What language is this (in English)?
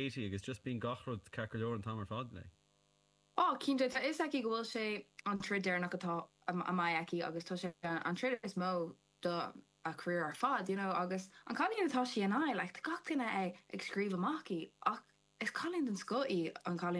Irish